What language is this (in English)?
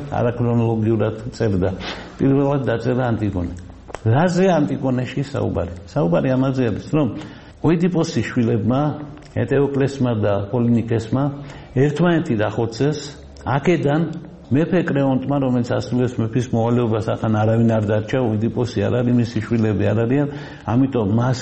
Georgian